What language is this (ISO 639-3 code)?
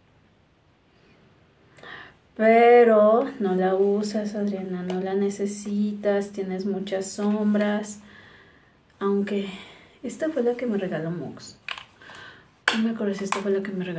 spa